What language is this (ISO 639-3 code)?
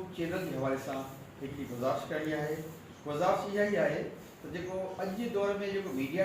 snd